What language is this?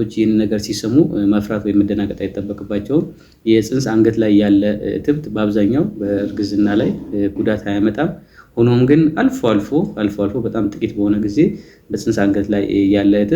Amharic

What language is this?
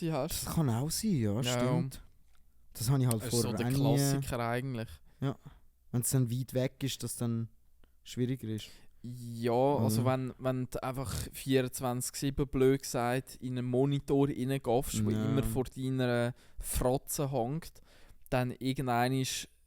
Swiss German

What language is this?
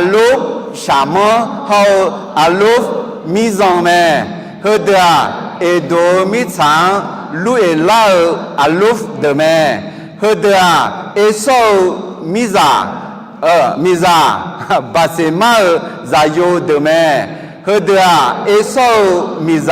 Akha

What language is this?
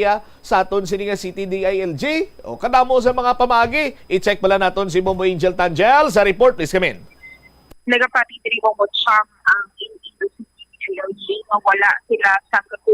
Hiligaynon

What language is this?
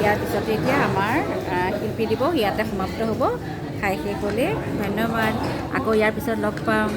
Assamese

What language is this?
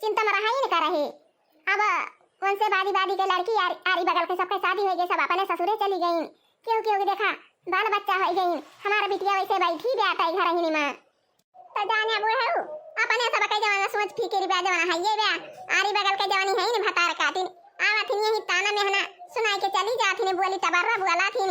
Awadhi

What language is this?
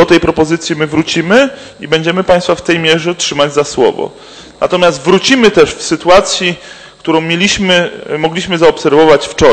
Polish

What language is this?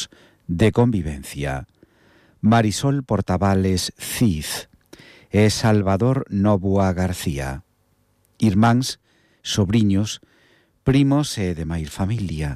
Galician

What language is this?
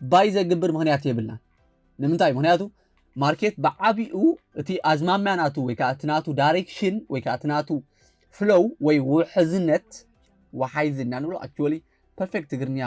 Tigrinya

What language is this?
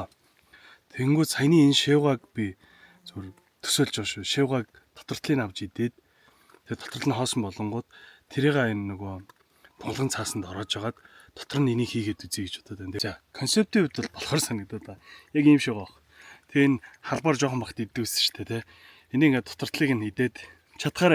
Mongolian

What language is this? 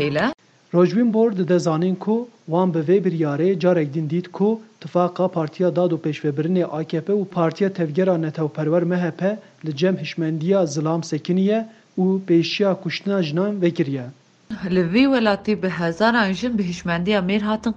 Kurdish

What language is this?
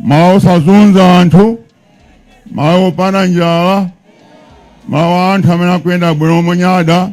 Nyanja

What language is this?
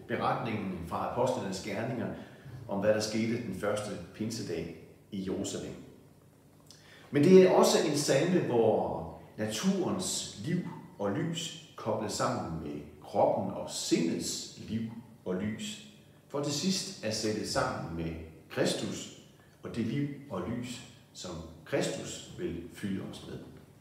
Danish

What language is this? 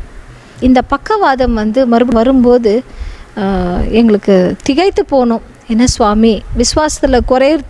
Tamil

